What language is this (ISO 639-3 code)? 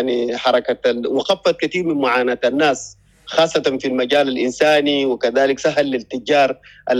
apd